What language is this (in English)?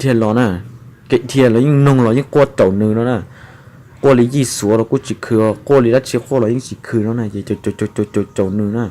Hmong